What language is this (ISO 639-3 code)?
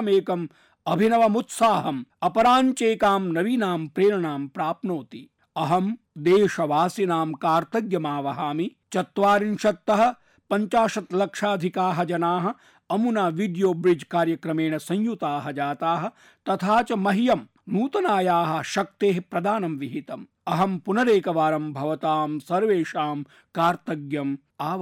san